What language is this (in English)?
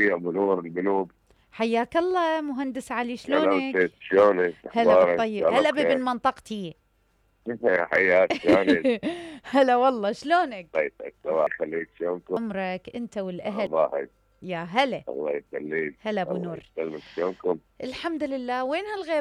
Mesopotamian Arabic